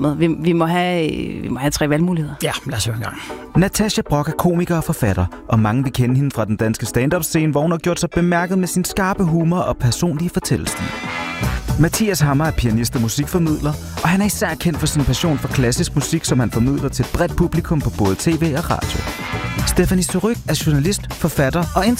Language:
Danish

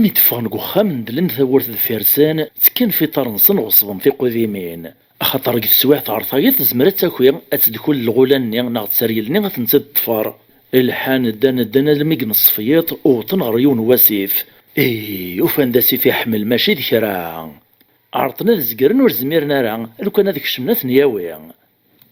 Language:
Kabyle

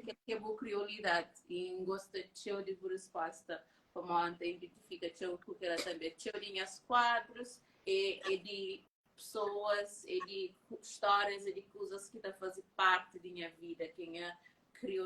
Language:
Kabuverdianu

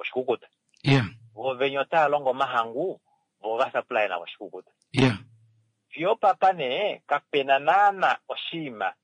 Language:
Kuanyama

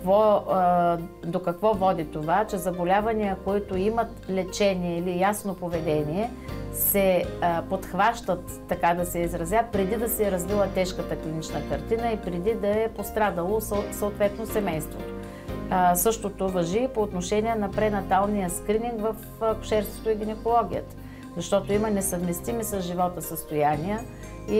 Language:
Bulgarian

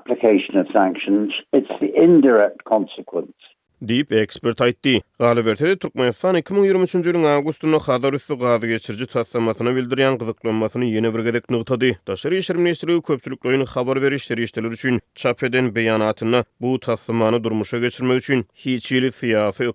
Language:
Turkmen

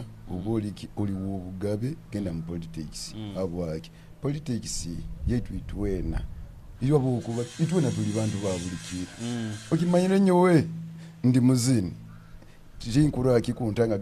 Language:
Nyoro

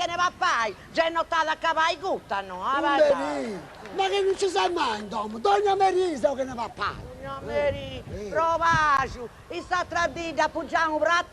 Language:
Sardinian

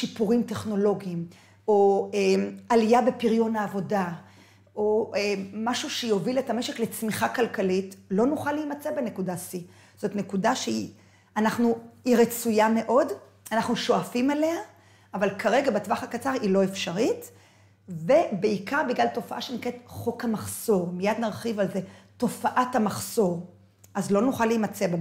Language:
Hebrew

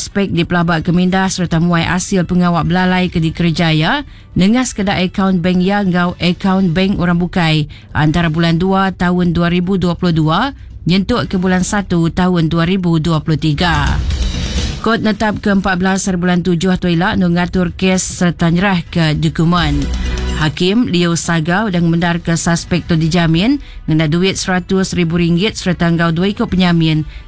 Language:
Iban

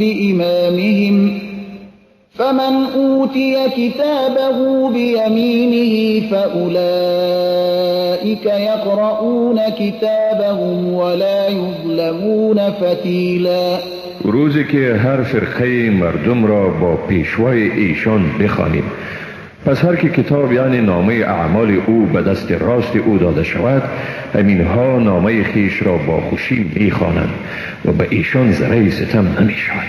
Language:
Persian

